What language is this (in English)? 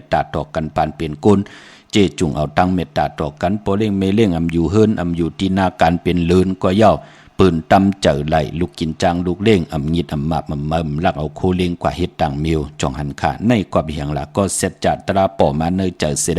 Shan